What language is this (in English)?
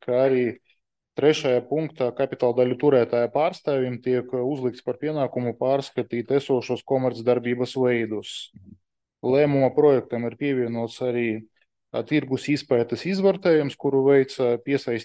Latvian